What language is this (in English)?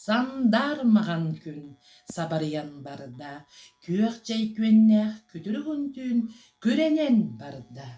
Yakut